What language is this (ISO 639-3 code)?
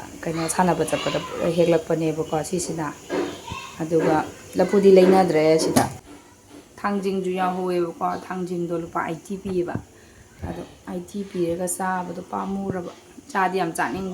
mni